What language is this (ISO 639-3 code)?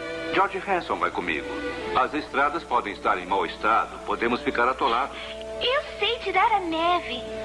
por